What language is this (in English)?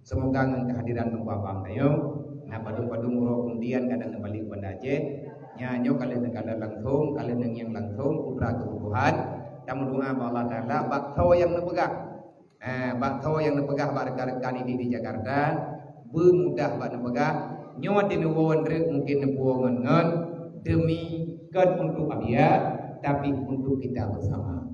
Achinese